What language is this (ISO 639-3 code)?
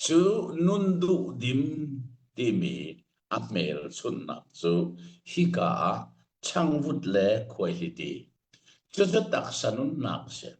cnh